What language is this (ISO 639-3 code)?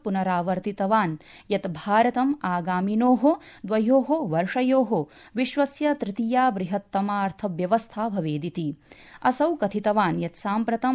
san